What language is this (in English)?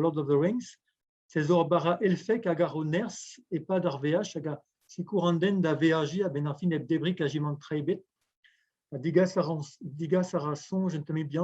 Breton